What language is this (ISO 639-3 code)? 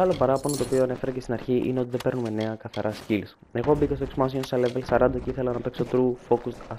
ell